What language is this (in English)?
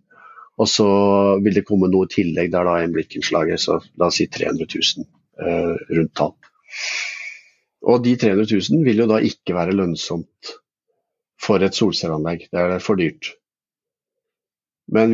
Norwegian